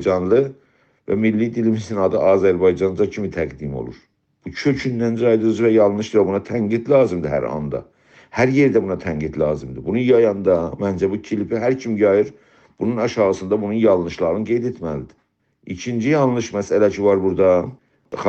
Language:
South Azerbaijani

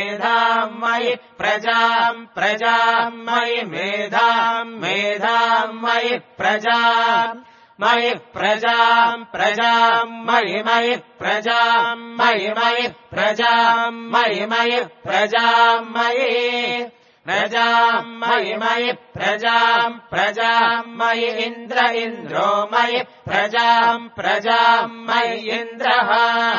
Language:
Sanskrit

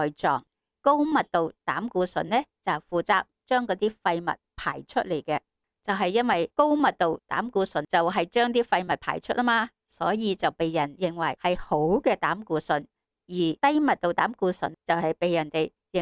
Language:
Cantonese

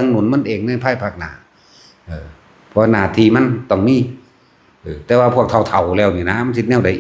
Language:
Northeastern Thai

